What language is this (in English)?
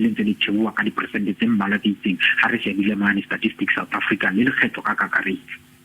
Southern Sotho